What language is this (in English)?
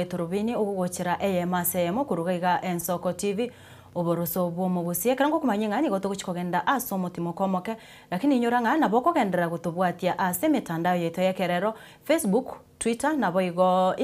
Gusii